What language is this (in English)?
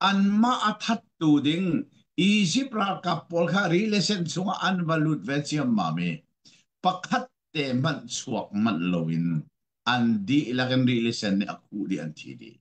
Hakha Chin